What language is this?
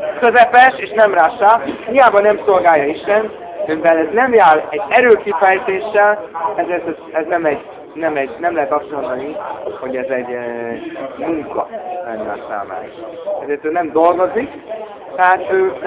Hungarian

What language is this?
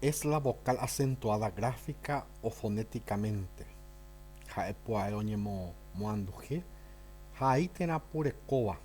Guarani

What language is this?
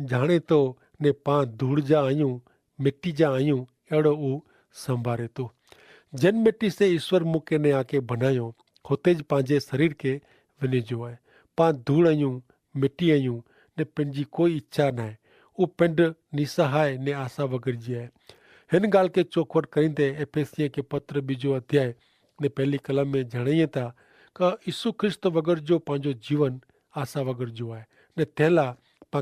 Kachhi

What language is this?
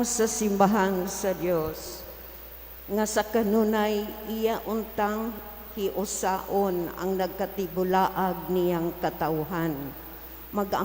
Cebuano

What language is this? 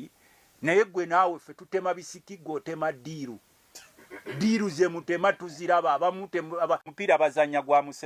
Ganda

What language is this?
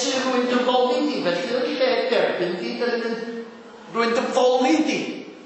Welsh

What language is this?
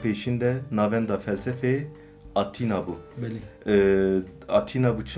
Kurdish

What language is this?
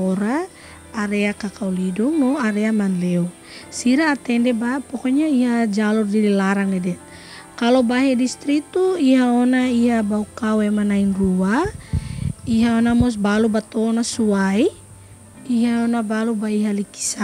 Tetum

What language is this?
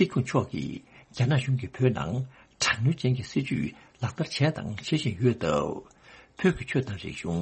Tibetan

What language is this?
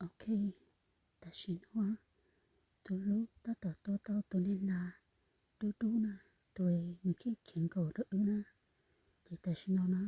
Hmong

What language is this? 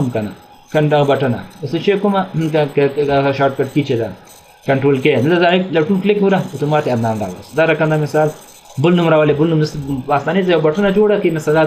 Pashto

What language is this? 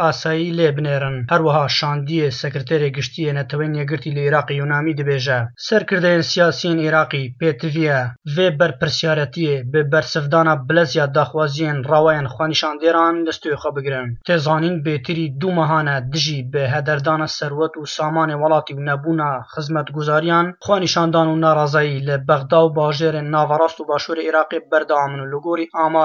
Kurdish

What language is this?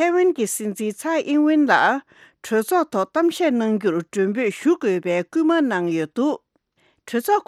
Tibetan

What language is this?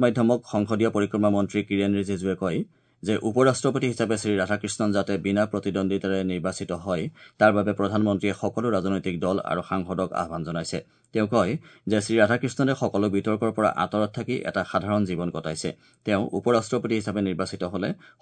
Assamese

